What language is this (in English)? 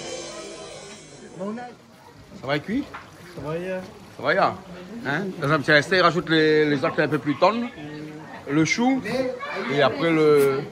Réunion Creole French